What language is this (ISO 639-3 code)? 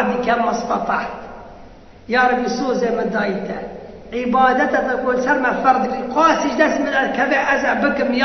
kur